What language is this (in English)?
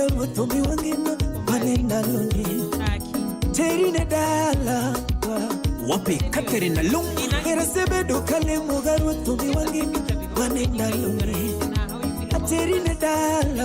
Luo (Kenya and Tanzania)